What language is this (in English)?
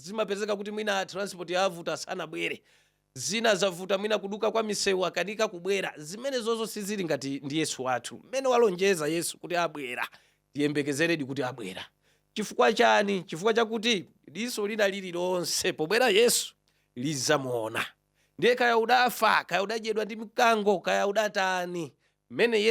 Nyanja